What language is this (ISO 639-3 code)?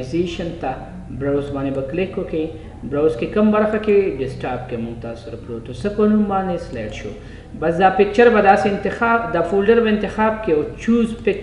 pus